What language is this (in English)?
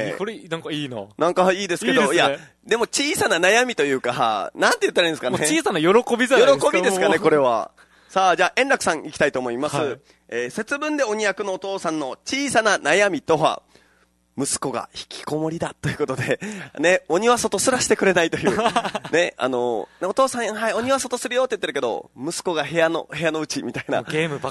Japanese